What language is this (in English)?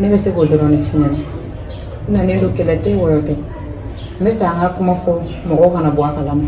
Bambara